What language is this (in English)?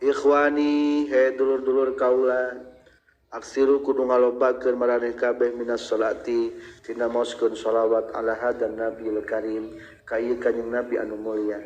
Sundanese